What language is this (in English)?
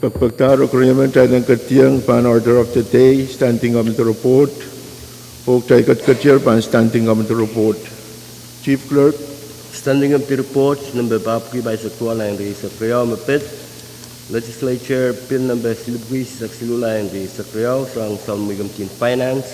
Pohnpeian